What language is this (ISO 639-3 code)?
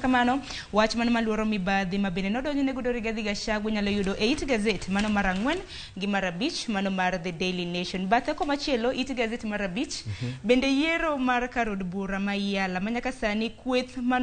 luo